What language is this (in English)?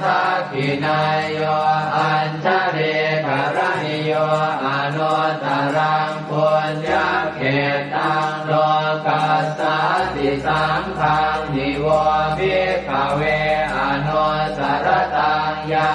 Pali